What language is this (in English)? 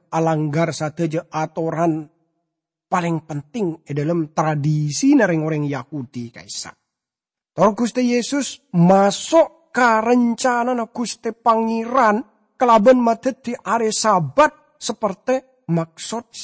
Madurese